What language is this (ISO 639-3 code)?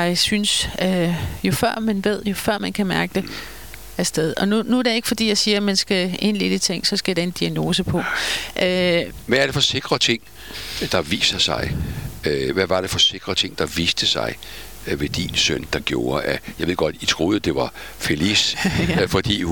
dan